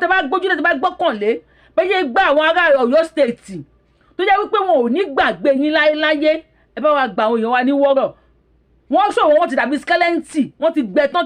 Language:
Yoruba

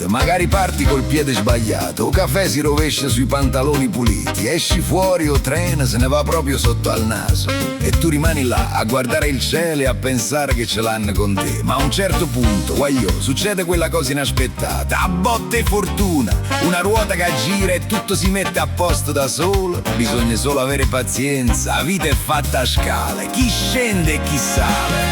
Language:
Neapolitan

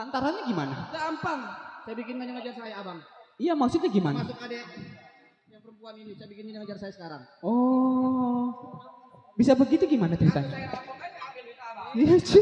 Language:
Betawi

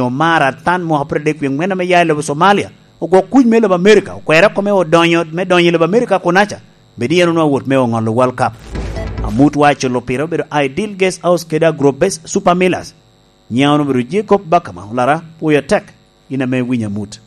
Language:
Lango (Uganda)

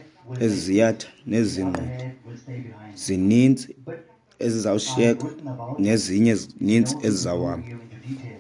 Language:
Xhosa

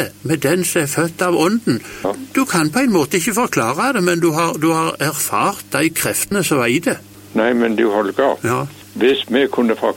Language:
Norwegian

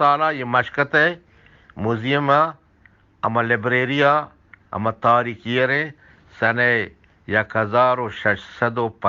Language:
Eastern Balochi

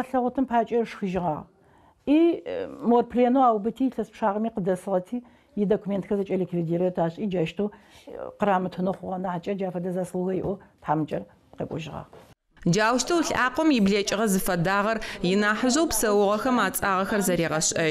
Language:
Adyghe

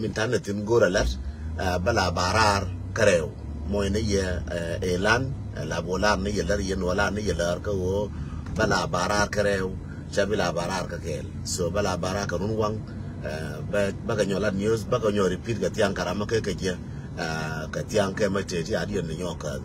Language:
Nuer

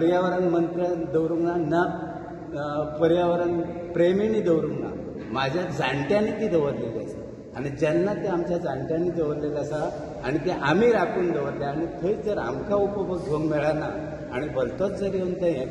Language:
Konkani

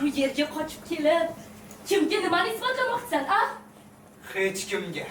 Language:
Uzbek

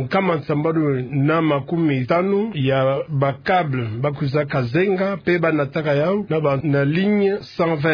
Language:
Kituba (Democratic Republic of Congo)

